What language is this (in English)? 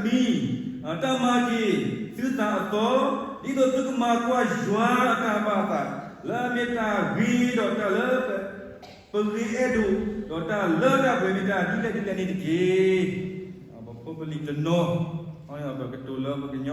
S'gaw Karen